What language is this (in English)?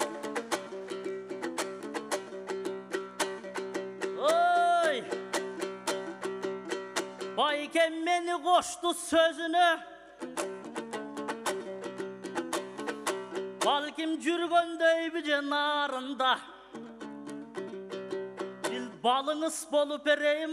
Kyrgyz